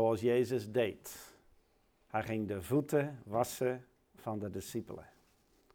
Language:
Dutch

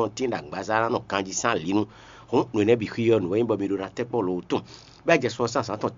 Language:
Fon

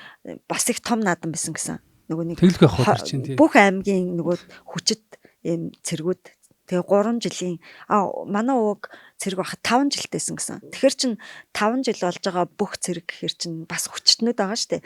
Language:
Mongolian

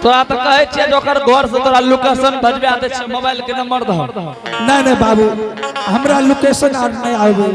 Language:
Angika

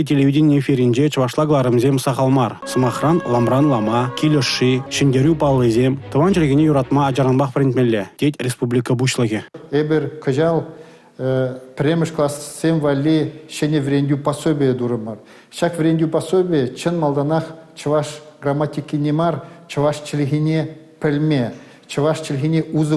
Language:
Chuvash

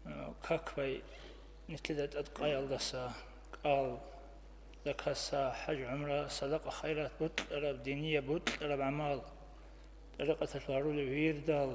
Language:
Avaric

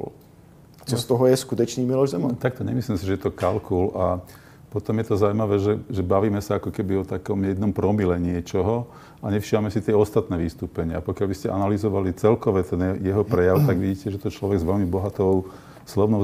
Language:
Slovak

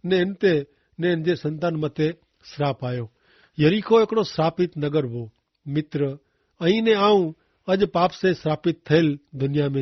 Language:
Kachhi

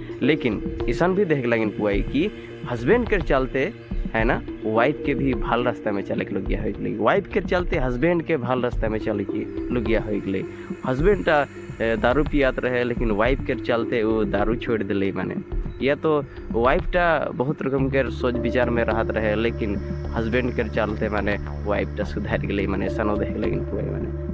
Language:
Sadri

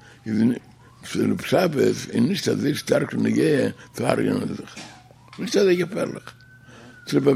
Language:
Yiddish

